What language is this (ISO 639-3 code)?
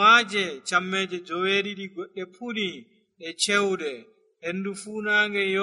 fuv